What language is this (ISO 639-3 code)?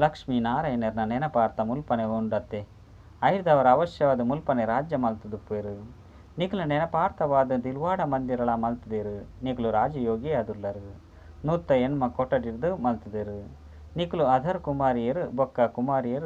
tcy